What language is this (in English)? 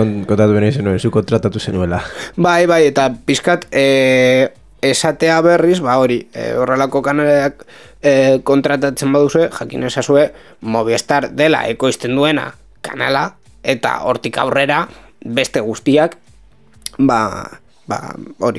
Basque